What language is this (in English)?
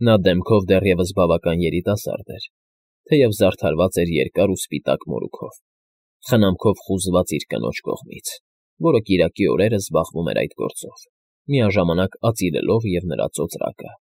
Armenian